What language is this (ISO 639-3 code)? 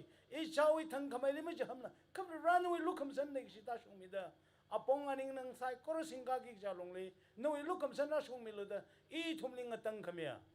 nmf